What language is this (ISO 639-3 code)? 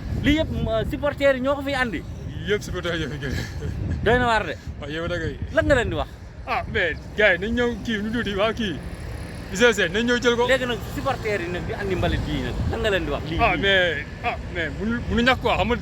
wol